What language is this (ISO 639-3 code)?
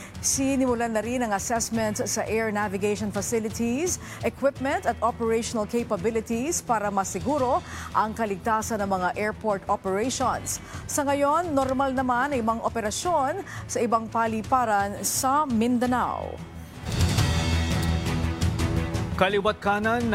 fil